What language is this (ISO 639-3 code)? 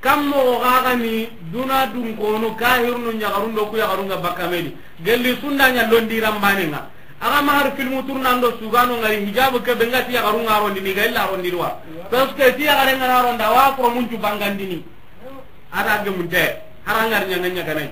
snk